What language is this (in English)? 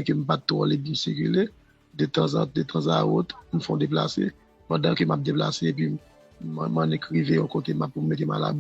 Haitian Creole